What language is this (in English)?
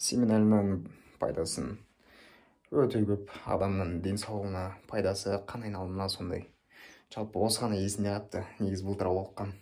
Kazakh